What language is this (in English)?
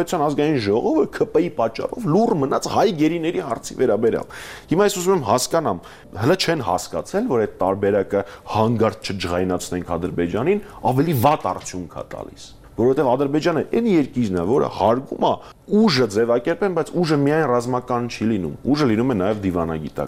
Armenian